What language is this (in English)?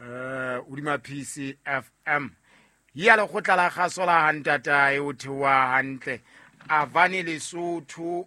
Southern Sotho